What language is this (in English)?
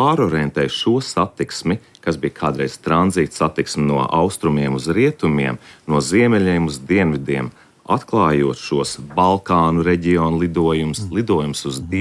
Latvian